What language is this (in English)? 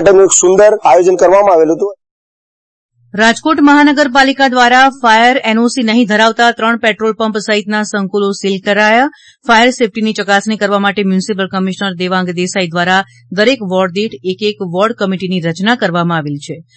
Gujarati